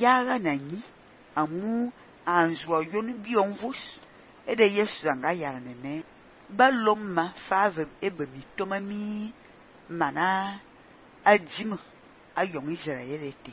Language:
Fang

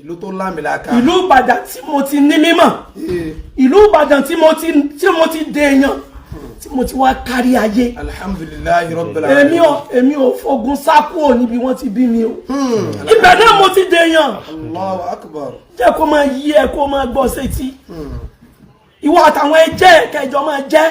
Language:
Yoruba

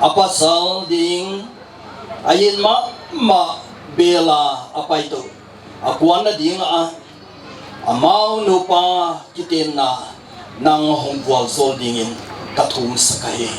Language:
Paite Chin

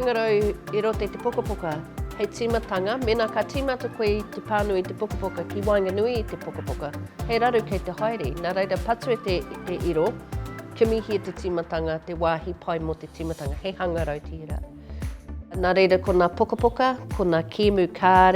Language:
Māori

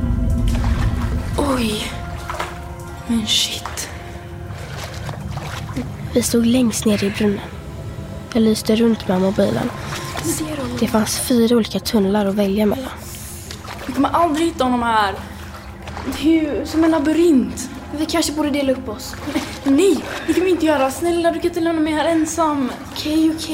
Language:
Swedish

